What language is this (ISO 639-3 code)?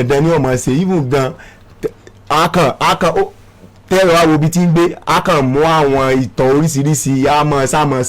yor